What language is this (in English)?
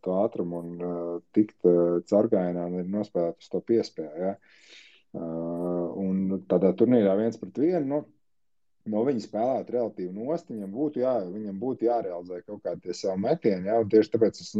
Latvian